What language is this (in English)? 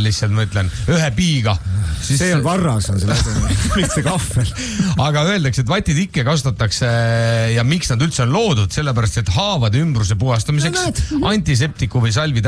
Estonian